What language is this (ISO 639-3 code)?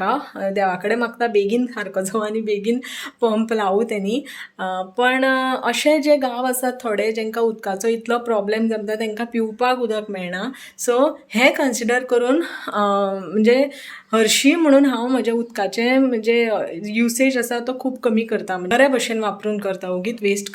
kok